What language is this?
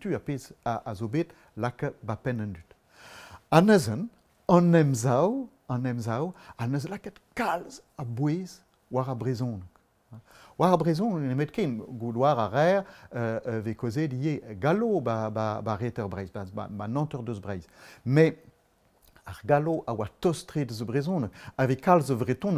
Breton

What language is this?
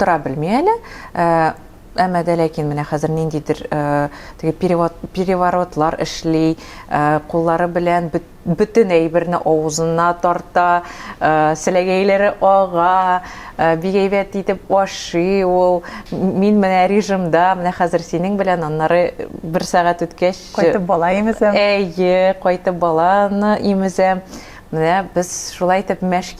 Tatar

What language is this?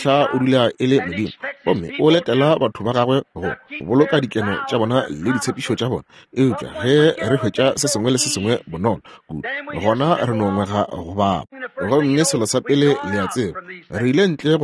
Northern Sotho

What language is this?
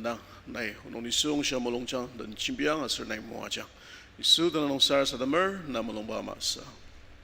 Ao Naga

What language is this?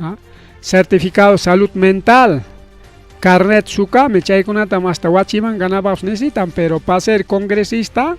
Ayacucho Quechua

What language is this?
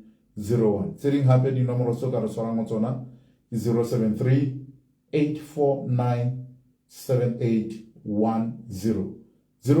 Southern Sotho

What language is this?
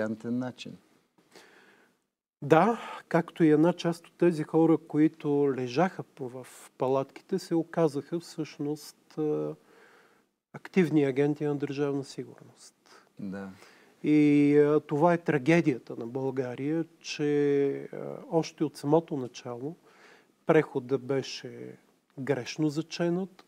Bulgarian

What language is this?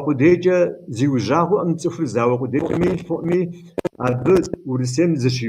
Kabardian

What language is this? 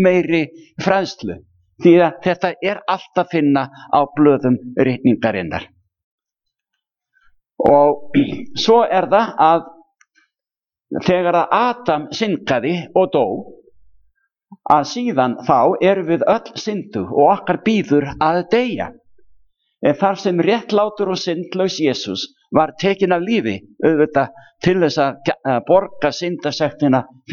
Icelandic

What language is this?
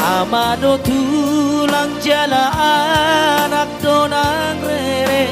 Batak Toba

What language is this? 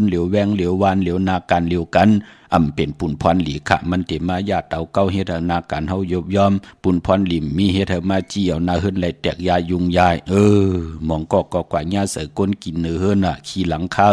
Shan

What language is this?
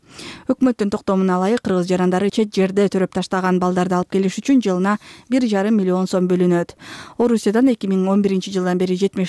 Kyrgyz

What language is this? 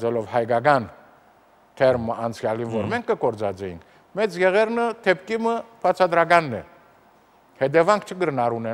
Armenian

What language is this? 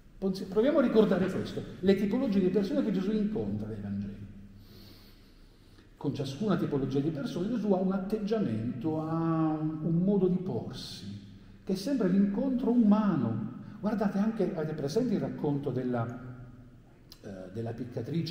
Italian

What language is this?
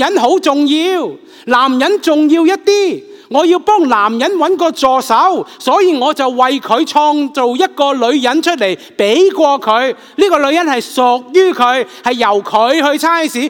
Cantonese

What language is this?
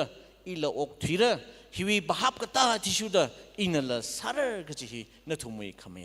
Tangkhul Naga (India)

